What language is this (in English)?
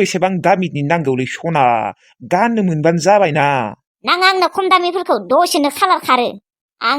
Bodo